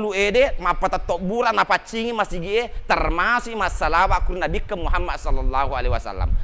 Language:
Buginese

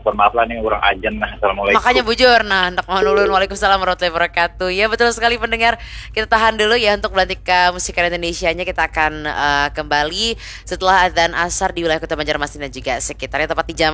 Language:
Banjar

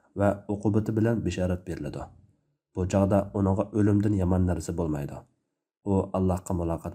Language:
Uyghur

